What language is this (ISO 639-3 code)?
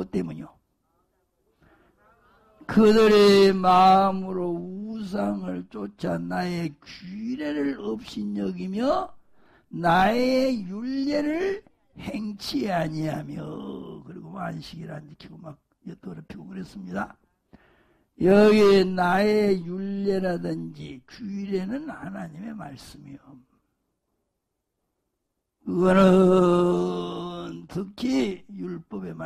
kor